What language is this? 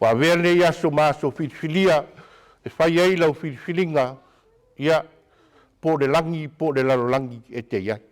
Samoan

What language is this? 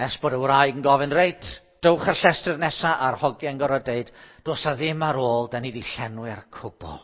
Welsh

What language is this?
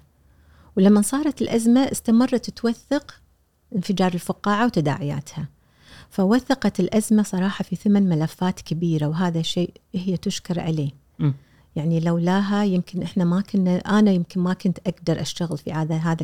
Gulf Arabic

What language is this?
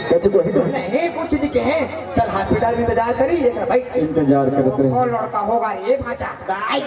Chhattisgarhi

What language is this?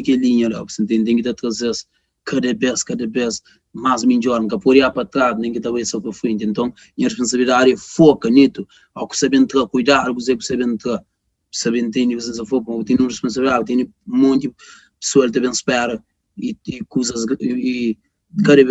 Kabuverdianu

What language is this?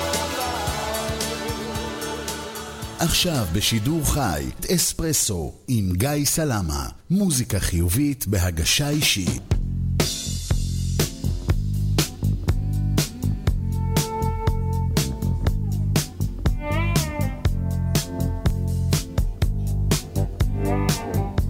Hebrew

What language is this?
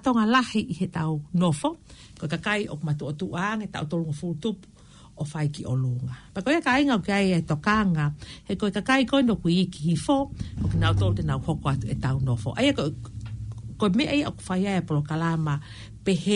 Tongan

